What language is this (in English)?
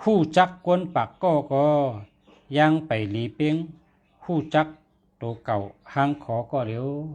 Shan